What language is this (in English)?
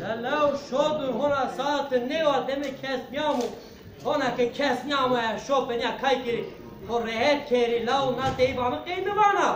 Zaza